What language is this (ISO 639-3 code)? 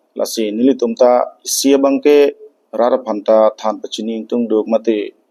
mjw